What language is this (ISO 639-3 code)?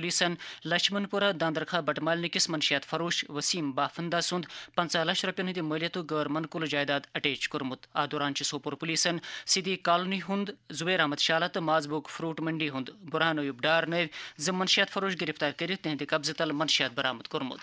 kas